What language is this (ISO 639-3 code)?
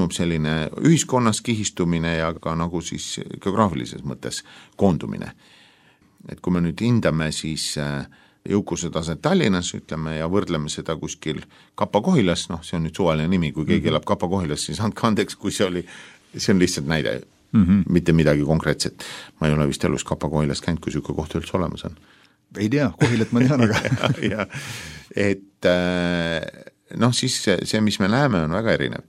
est